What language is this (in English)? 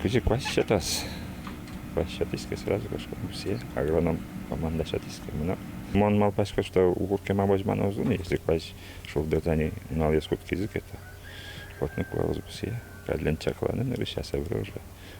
Udmurt